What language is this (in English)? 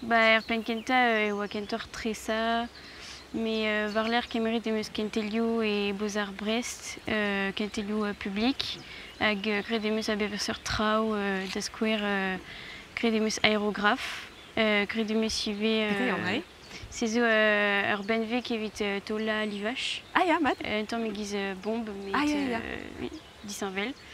Breton